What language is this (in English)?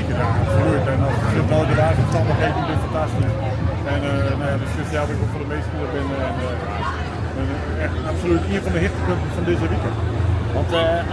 Western Frisian